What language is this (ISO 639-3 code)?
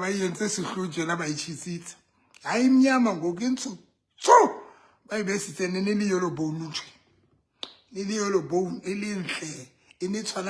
sot